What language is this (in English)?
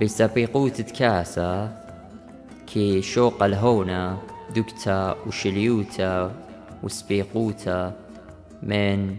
Assyrian Neo-Aramaic